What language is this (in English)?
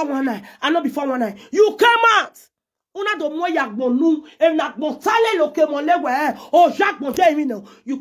Nigerian Pidgin